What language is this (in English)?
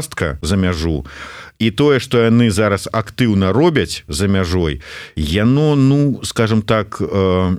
Belarusian